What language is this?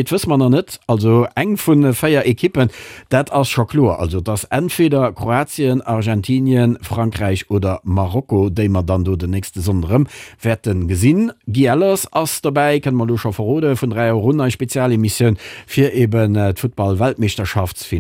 Luxembourgish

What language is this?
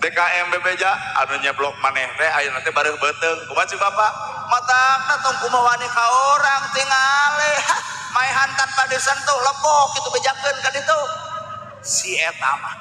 Sundanese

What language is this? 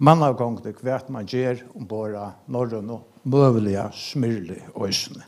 Faroese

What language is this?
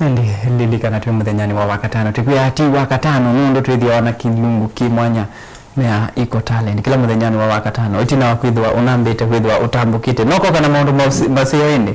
Kamba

